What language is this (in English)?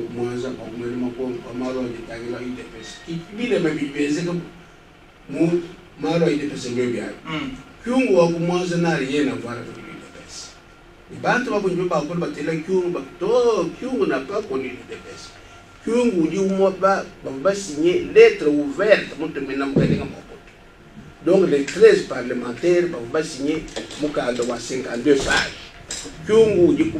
Luba-Lulua